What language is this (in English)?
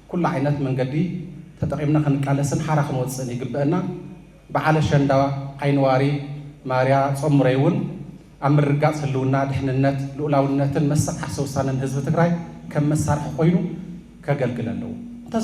Tigrinya